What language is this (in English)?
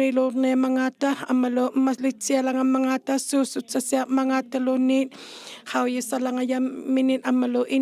Inuktitut